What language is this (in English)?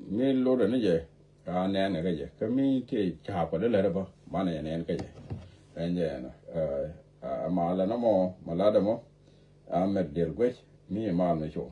Nuer